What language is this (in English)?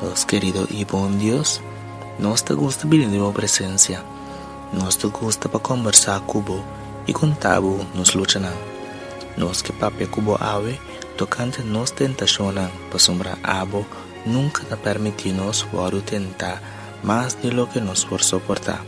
Papiamento